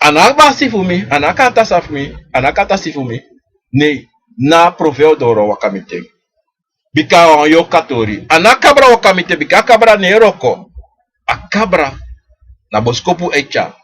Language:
Sranan Tongo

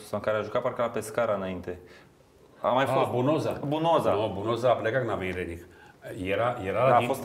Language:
Romanian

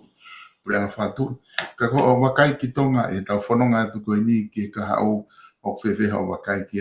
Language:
Tongan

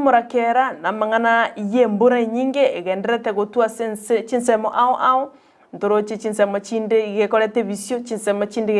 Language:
Gusii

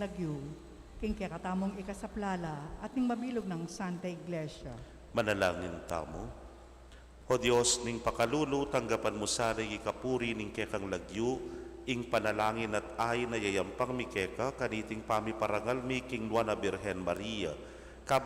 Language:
Pampanga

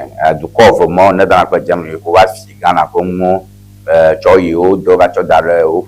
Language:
Ewe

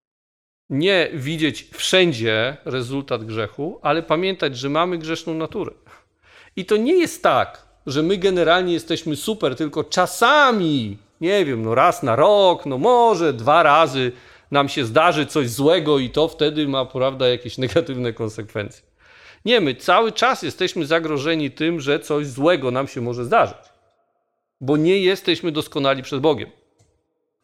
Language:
Polish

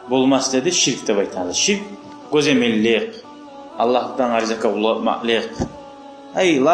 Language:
Kumyk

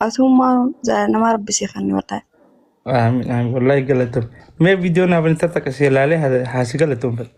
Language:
Oromo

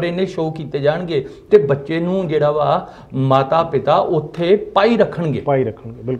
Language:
Punjabi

